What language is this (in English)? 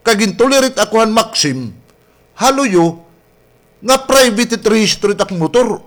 Waray